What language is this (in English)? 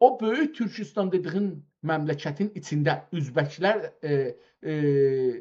South Azerbaijani